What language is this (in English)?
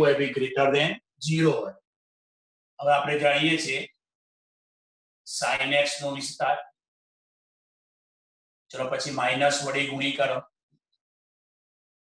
Gujarati